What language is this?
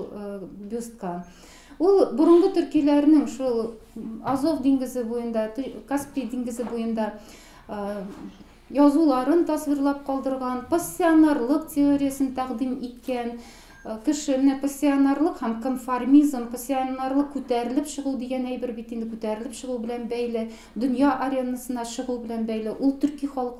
Tatar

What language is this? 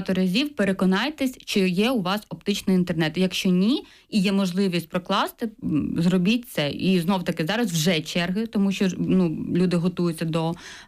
Ukrainian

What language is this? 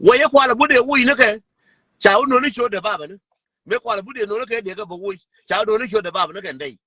Nuer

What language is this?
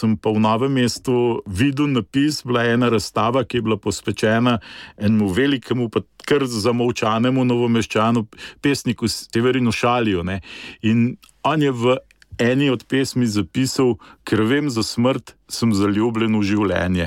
Slovenian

